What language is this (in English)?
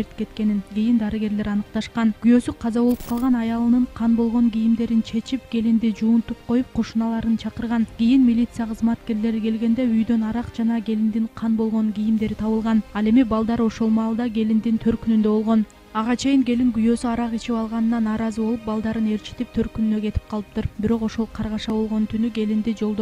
Kyrgyz